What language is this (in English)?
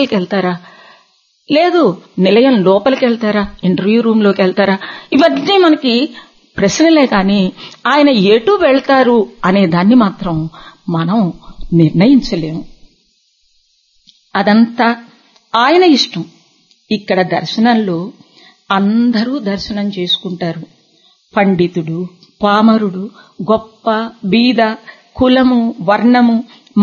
Telugu